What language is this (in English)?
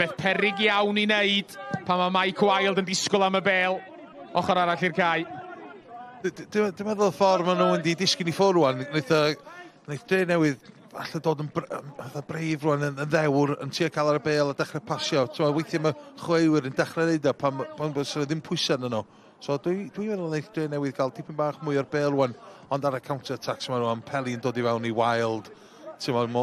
Welsh